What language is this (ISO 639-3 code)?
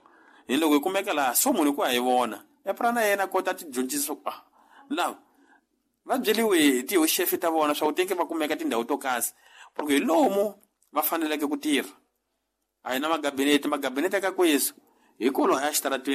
tso